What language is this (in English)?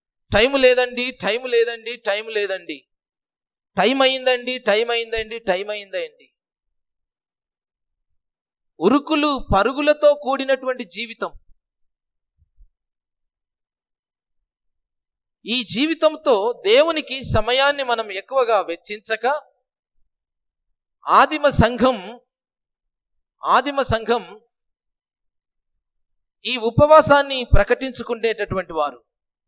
Telugu